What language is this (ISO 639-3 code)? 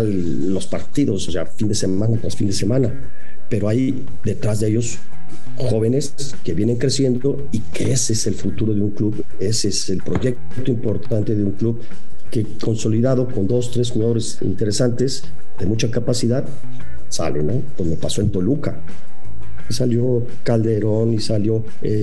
spa